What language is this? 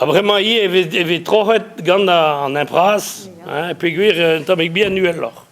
Breton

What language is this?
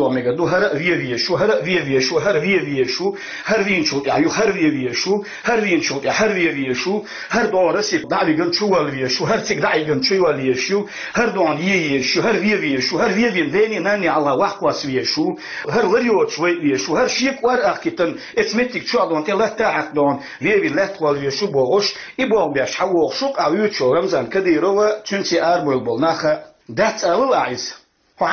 Chechen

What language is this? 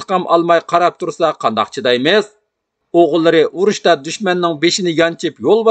Uyghur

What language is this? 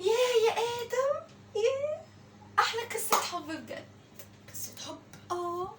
Egyptian Arabic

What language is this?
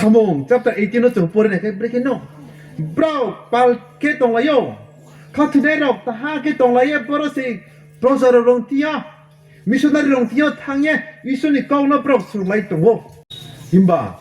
Riang (India)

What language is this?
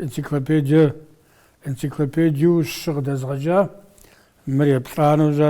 Kabardian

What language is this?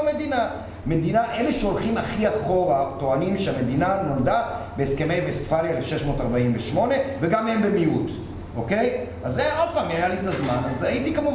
Hebrew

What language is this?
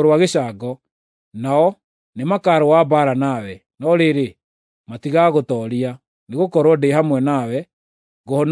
Kikuyu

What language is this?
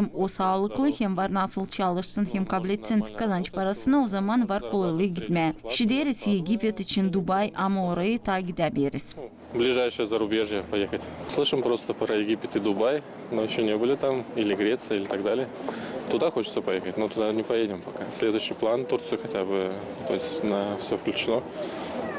Gagauz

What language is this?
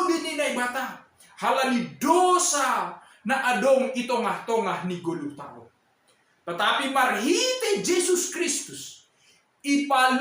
Batak Simalungun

